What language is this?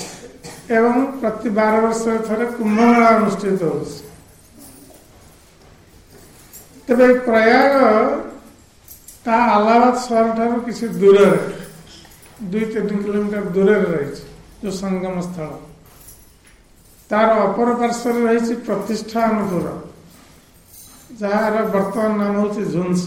Odia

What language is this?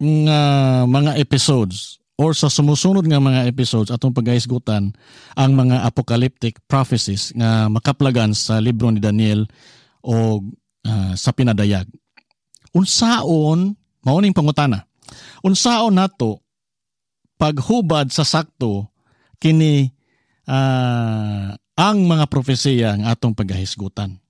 Cebuano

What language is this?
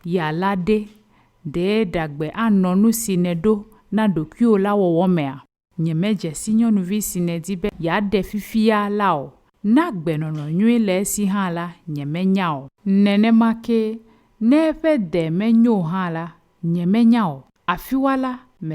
Ewe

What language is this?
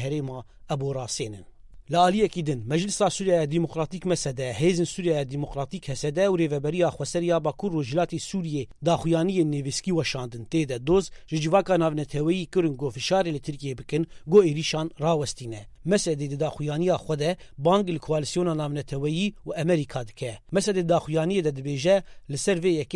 Kurdish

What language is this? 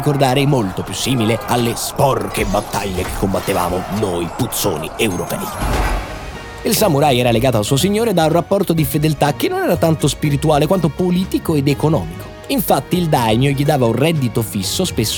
Italian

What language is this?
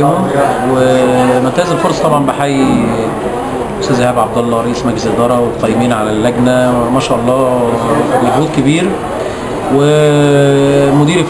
Egyptian Arabic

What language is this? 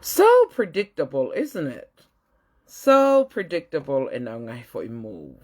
Tongan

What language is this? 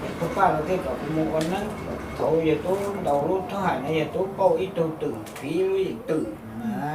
Hmong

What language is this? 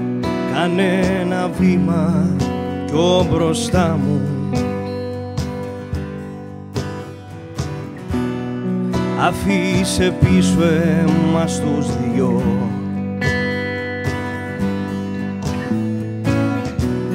Greek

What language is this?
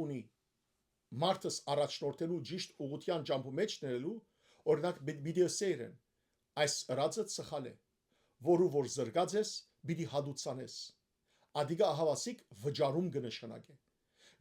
Western Armenian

